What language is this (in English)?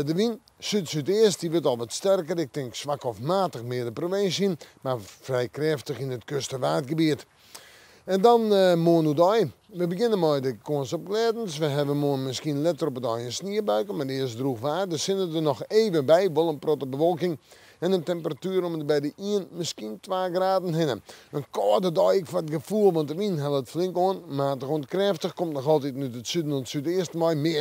Western Frisian